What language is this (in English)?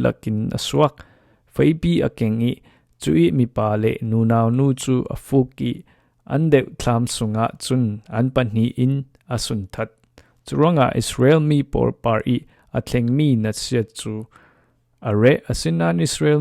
Falam Chin